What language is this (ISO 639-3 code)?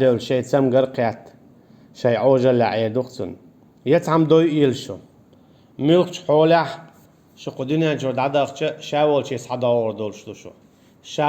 che